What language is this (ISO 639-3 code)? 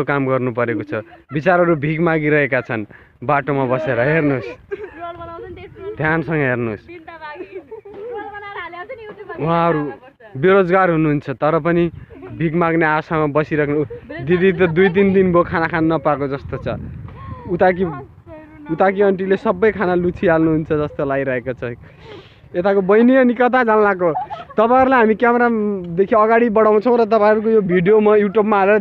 nep